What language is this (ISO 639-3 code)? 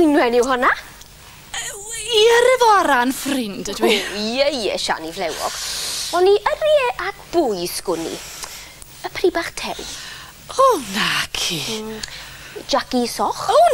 cym